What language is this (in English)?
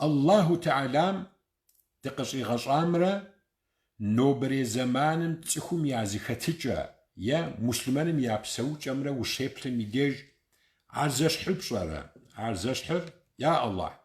Kabardian